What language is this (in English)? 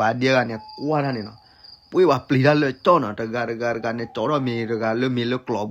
S'gaw Karen